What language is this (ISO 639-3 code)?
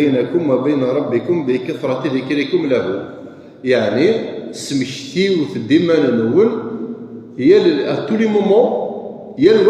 kab